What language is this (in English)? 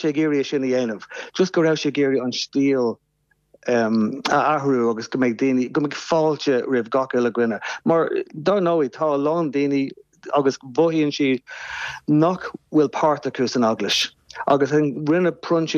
Irish